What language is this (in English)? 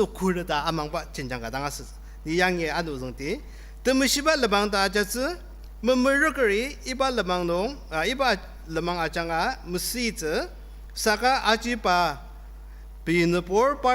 Ao Naga